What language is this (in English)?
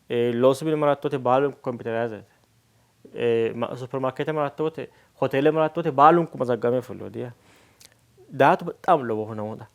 Sidamo